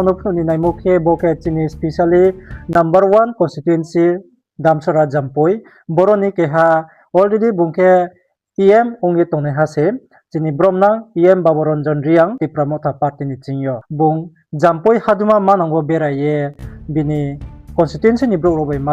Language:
Riang (India)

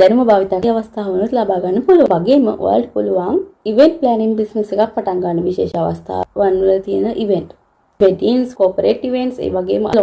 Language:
Sinhala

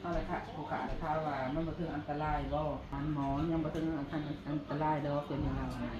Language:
Northeastern Thai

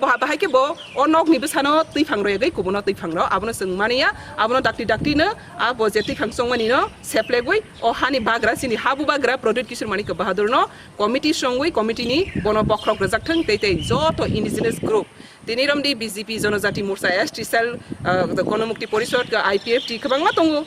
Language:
Kok Borok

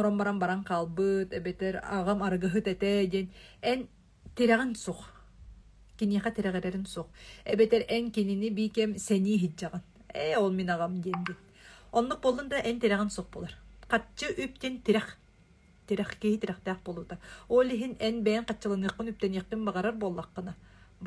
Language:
Yakut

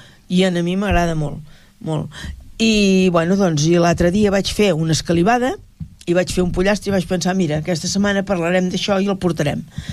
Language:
Catalan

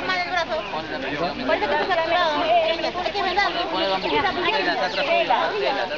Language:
Spanish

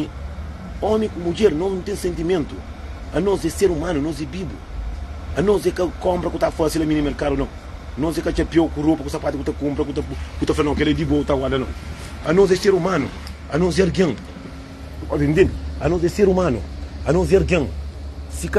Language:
Kabuverdianu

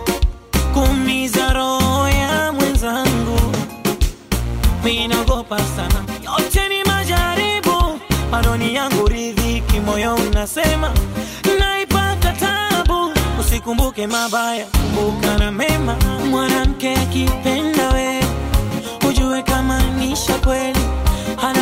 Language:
Swahili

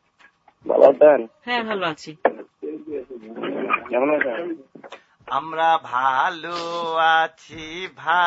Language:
Bangla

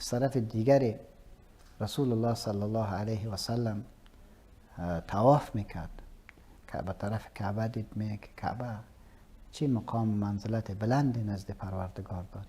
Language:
Persian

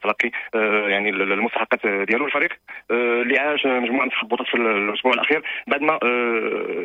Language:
Moroccan Arabic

